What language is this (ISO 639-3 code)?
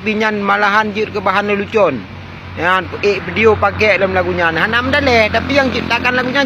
ace